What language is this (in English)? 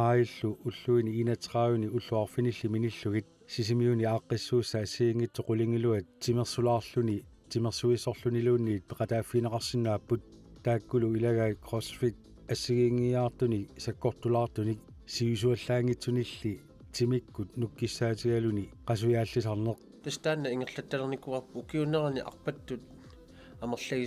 Kalaallisut